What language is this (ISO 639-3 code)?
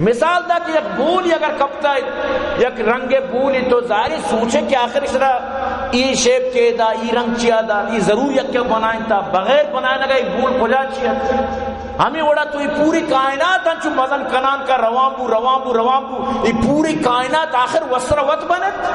bal